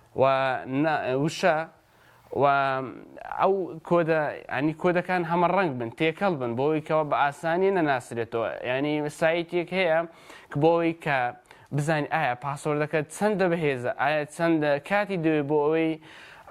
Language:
Central Kurdish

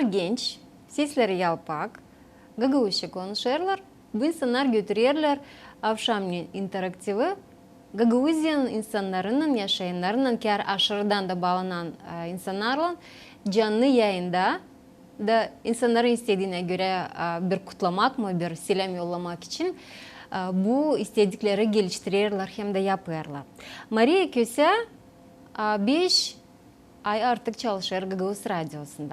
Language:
Gagauz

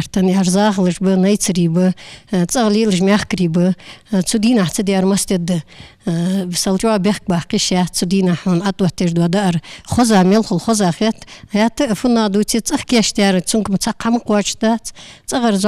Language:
Ingush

